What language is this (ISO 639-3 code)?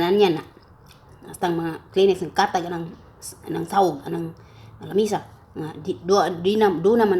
ceb